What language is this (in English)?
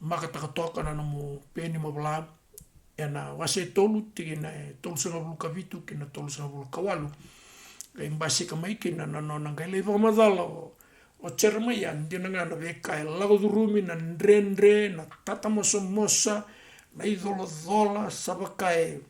Fijian